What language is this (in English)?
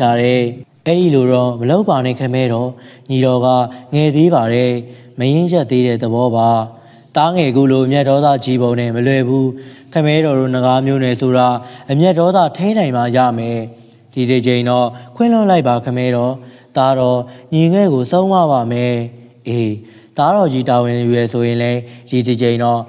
Burmese